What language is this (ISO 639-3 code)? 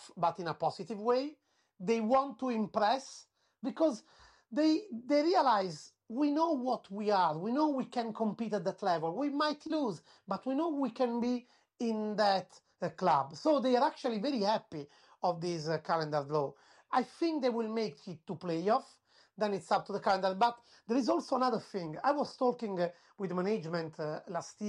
eng